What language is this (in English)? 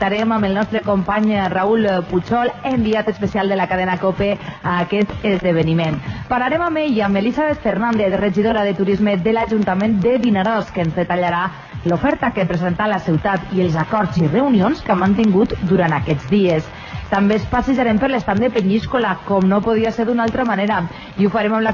Catalan